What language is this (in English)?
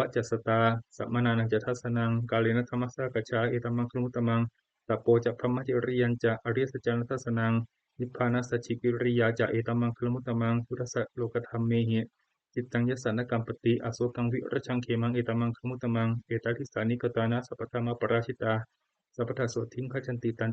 Pali